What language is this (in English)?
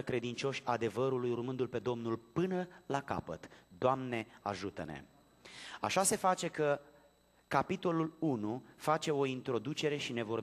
Romanian